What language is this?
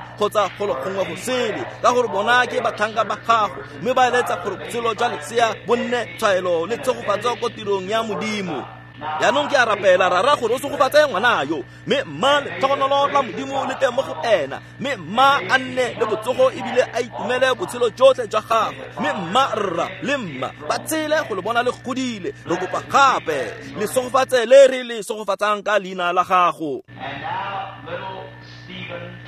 Tswana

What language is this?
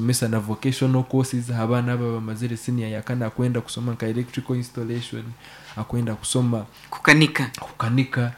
Nyankole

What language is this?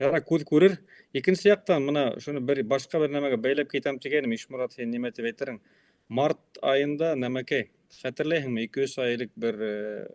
Bashkir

